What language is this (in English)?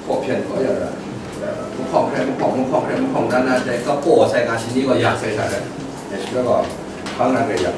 Kachin